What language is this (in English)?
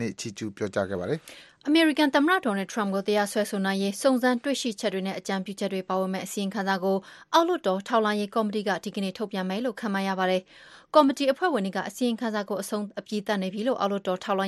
Burmese